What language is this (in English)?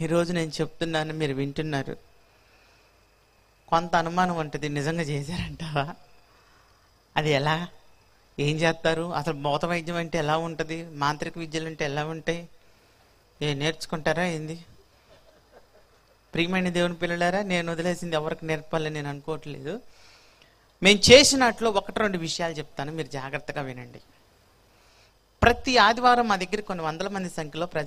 Telugu